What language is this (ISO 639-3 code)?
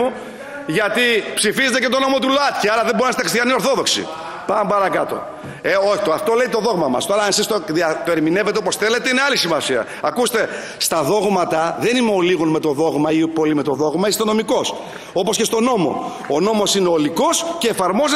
ell